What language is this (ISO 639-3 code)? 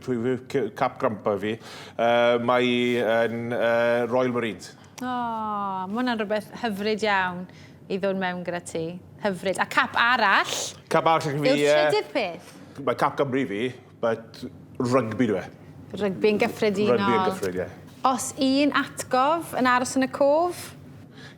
cym